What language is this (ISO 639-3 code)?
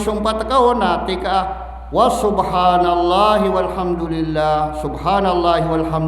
mrw